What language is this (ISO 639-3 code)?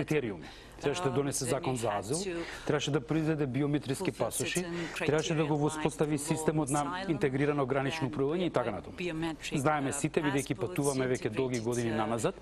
mkd